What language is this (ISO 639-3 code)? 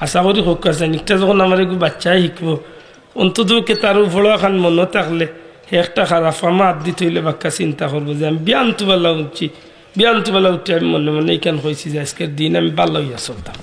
syl